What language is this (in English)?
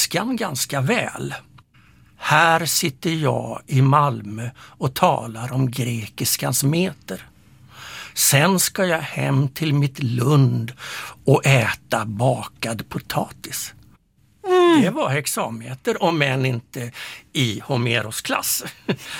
Swedish